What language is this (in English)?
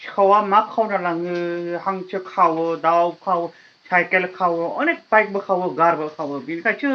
Bodo